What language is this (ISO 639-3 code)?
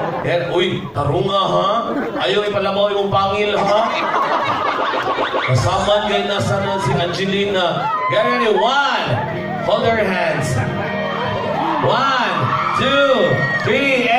fil